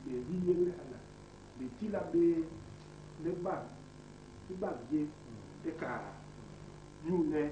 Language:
Basaa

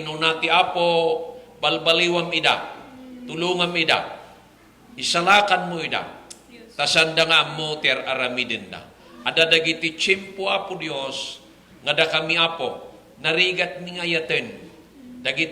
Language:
Iloko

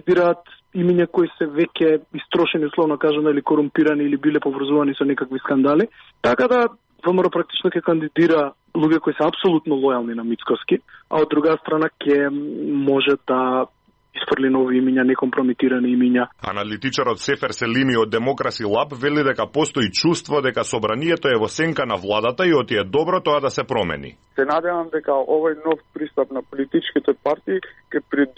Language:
Macedonian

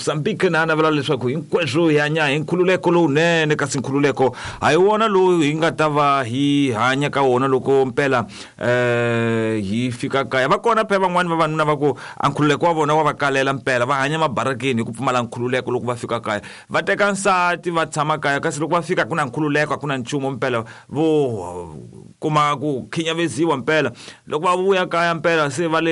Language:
Tsonga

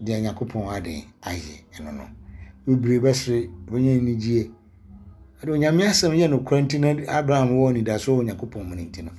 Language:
Akan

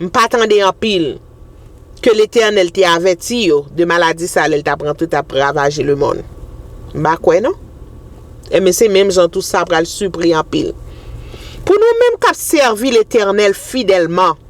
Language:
Haitian Creole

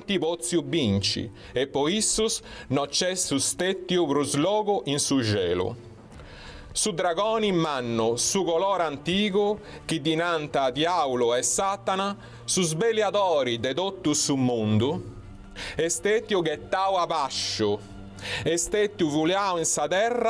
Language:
Sardinian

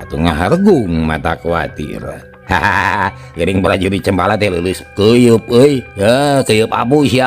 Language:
Sundanese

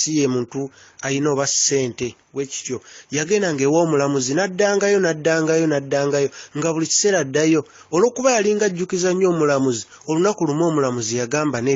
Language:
Ganda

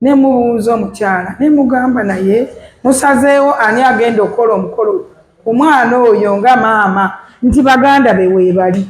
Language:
Ganda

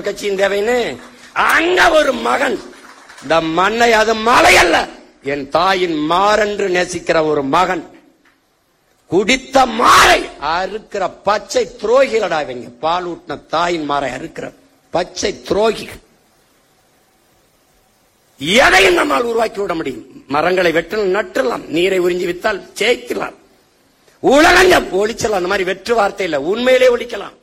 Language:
Tamil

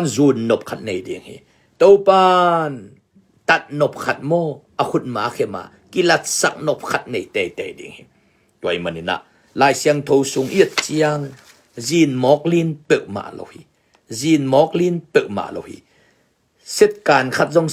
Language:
Tedim Chin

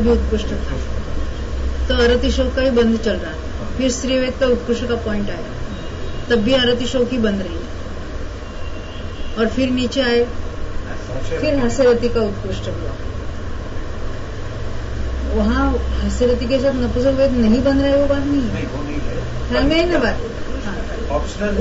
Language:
Hindi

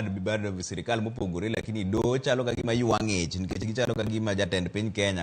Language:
Luo (Kenya and Tanzania)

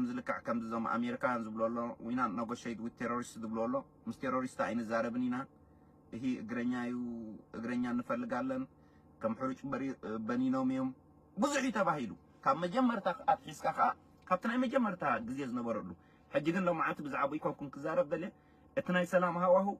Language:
Tigrinya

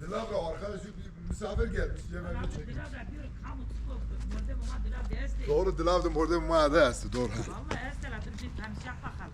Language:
Zaza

